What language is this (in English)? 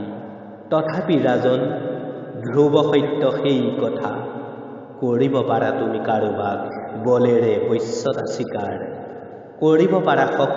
Assamese